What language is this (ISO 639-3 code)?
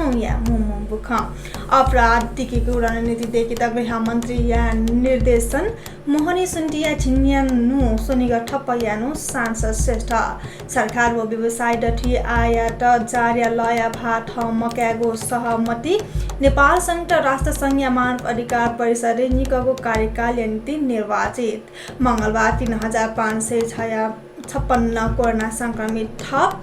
new